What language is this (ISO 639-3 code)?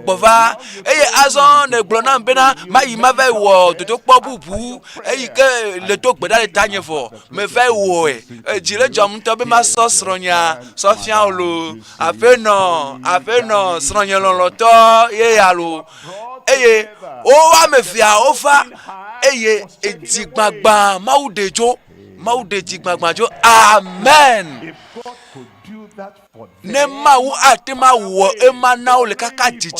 ewe